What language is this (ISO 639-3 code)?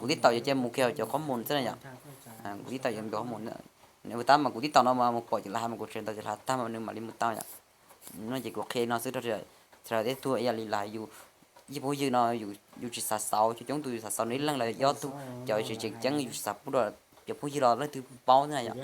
hmn